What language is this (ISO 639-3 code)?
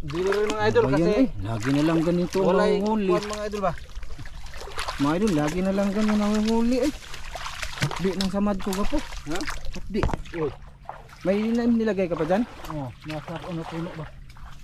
fil